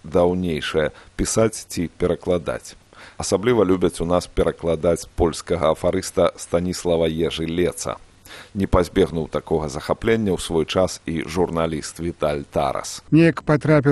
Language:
Belarusian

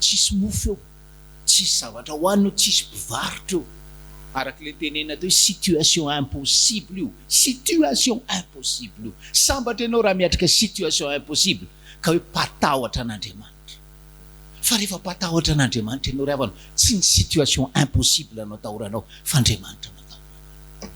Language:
Malagasy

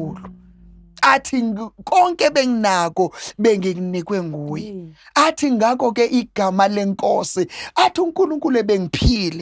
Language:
Zulu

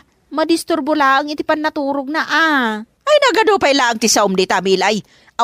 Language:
Iloko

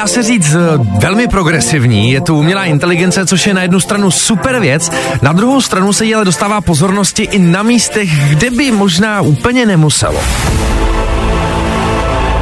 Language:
Czech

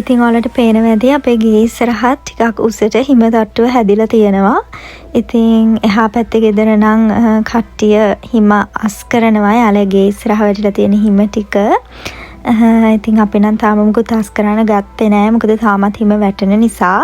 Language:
Sinhala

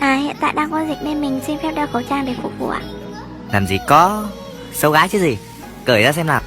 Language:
Hmong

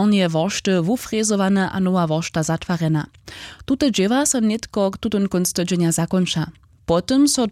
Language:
Upper Sorbian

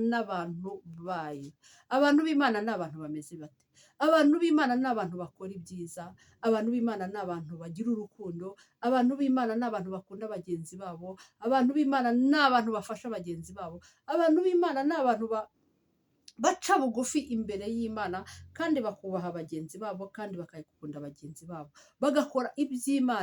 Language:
Kinyarwanda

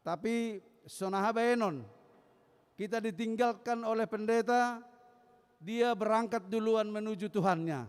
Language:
Batak Simalungun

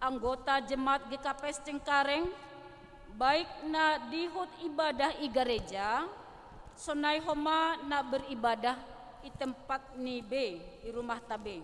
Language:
Batak Simalungun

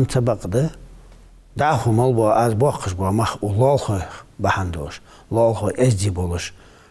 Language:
Ingush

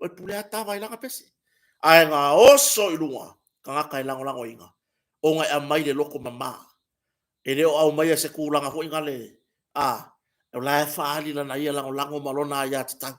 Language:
Samoan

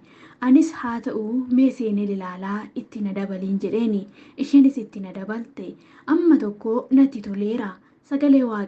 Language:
Oromo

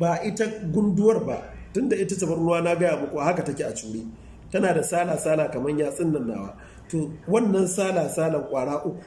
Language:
Hausa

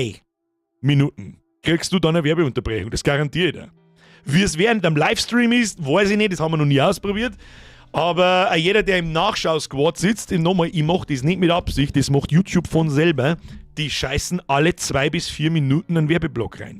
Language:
Bavarian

